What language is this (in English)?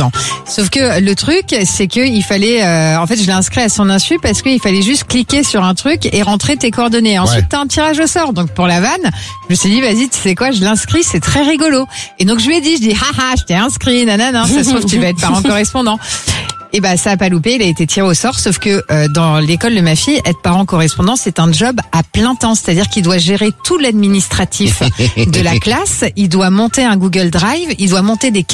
French